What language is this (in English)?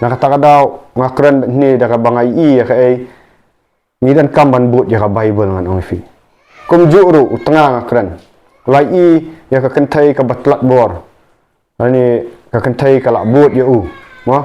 Khasi